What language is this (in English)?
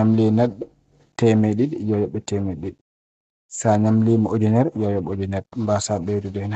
Fula